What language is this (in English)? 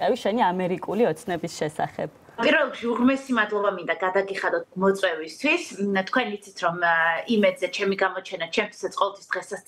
Georgian